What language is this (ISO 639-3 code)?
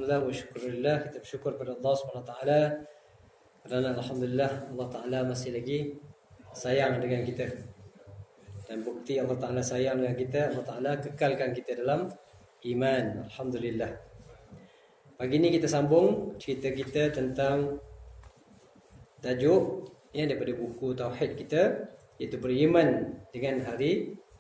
msa